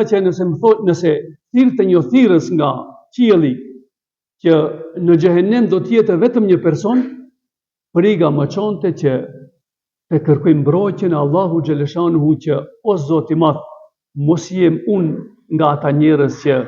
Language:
Albanian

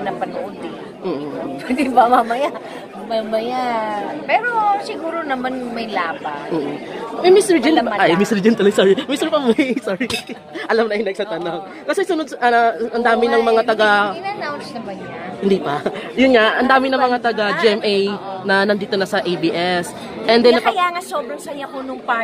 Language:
Filipino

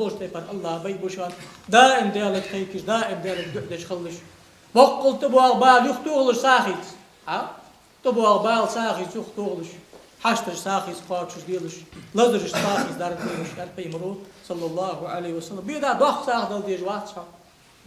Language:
Ingush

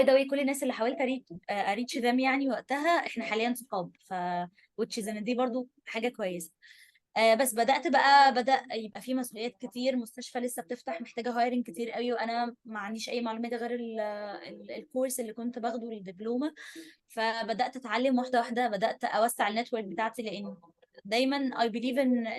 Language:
Egyptian Arabic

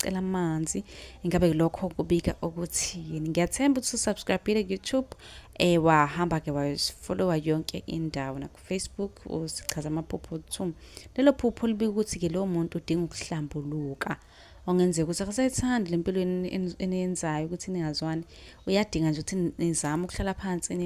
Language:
Zulu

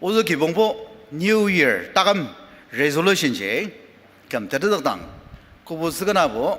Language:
Ao Naga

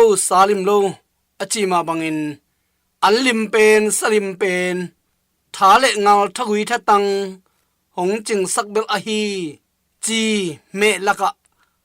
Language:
Tedim Chin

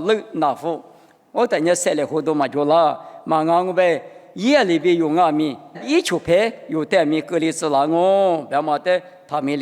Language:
Lisu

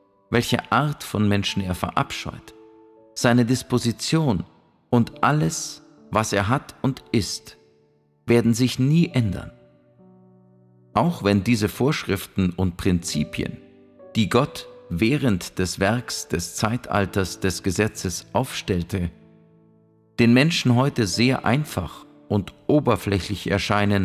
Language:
German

